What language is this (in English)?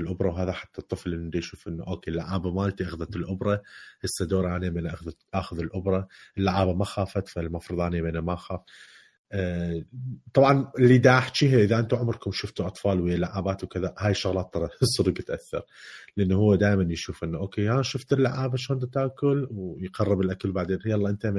Mesopotamian Arabic